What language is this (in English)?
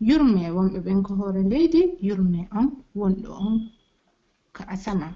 Pular